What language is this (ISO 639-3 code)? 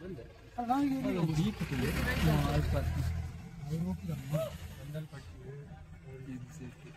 tcy